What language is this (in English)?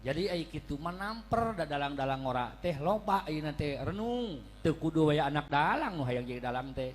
Sundanese